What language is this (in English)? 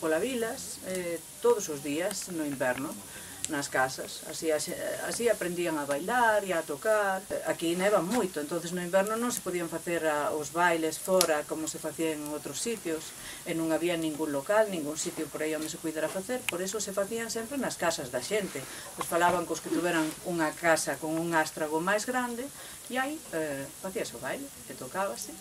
Galician